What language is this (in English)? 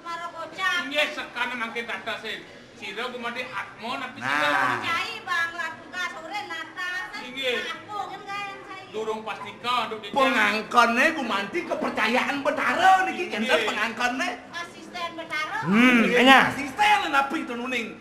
Balinese